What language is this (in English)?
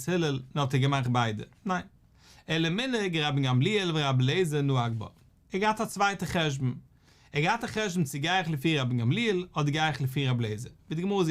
Yiddish